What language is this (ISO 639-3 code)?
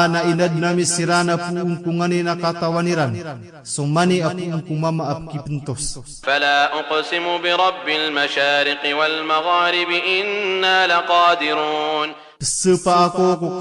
mrw